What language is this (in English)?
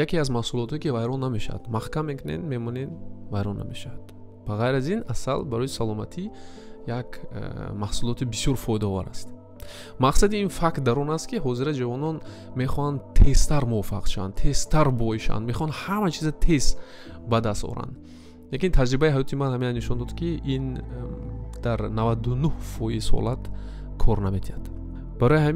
Tajik